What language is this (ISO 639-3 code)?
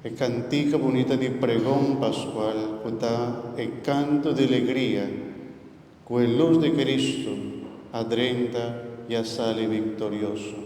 pap